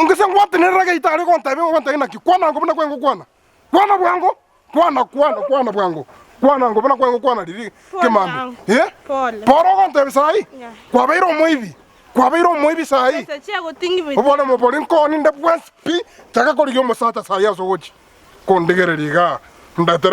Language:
Gusii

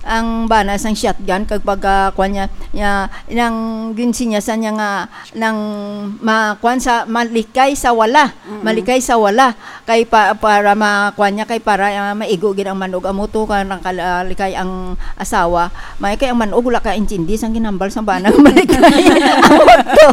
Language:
Hiligaynon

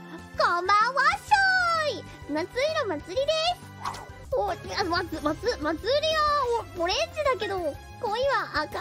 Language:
Japanese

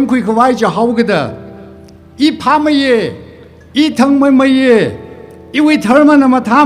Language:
Tangkhul Naga (India)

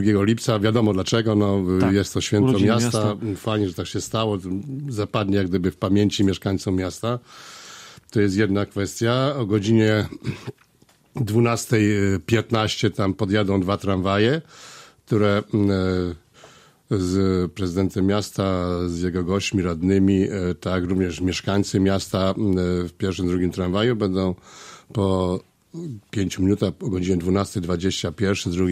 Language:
Polish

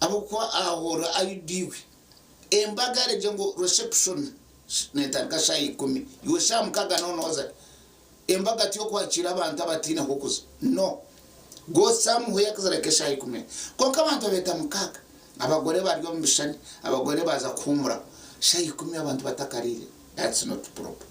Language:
Nyankole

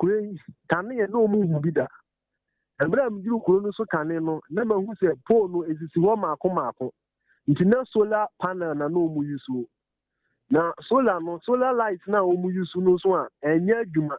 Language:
Akan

